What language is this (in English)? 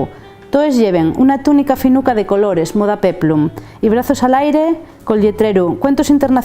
Asturian